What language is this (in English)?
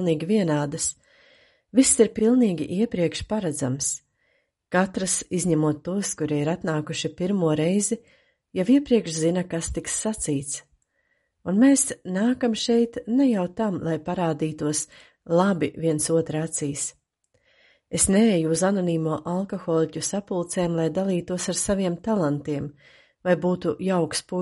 Latvian